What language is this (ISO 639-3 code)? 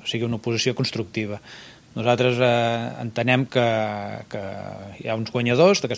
cat